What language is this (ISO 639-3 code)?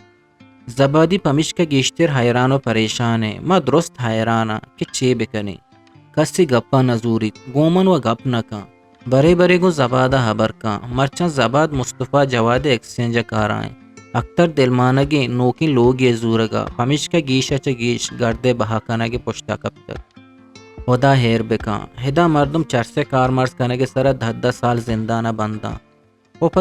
bgp